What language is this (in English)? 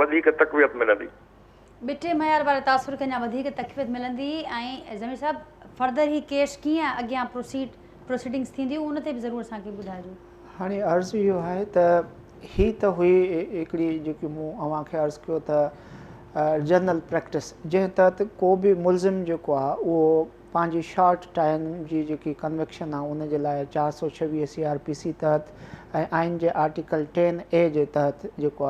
Sindhi